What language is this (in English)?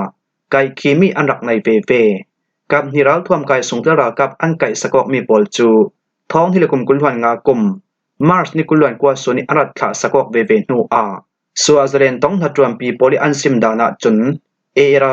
Falam Chin